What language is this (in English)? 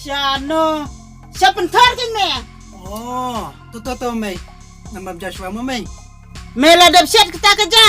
Khasi